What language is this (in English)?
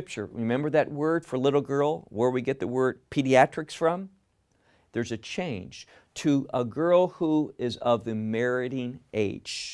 English